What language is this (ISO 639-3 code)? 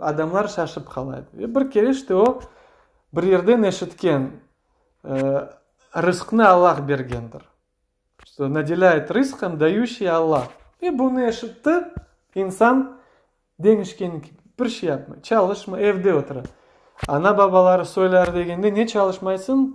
crh